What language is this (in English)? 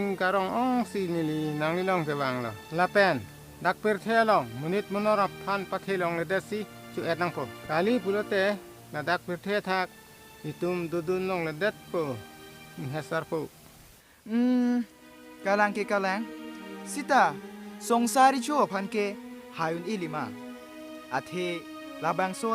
Karbi